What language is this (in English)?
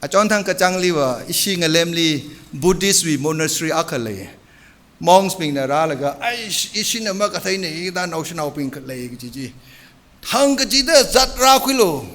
Tangkhul Naga (India)